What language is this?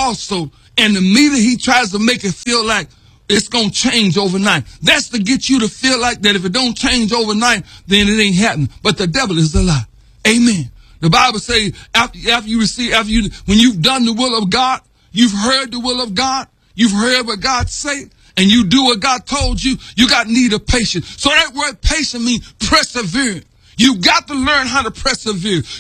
English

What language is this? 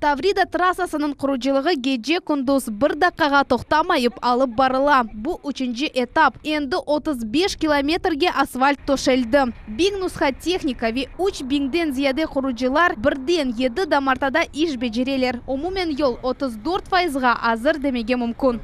Crimean Tatar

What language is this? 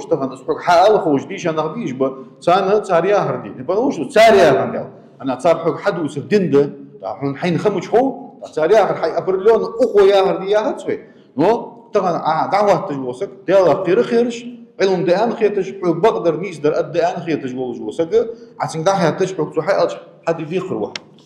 Ingush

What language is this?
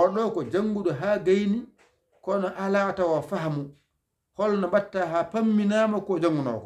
Fula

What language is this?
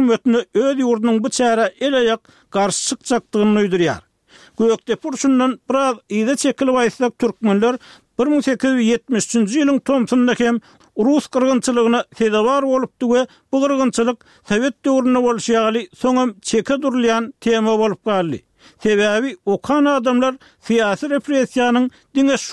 Turkmen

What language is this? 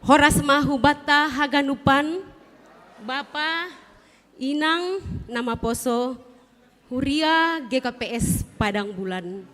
Batak Simalungun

